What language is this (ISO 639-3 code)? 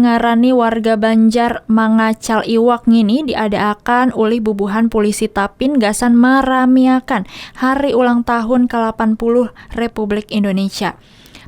bjn